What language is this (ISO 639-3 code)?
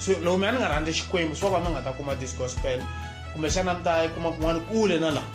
tso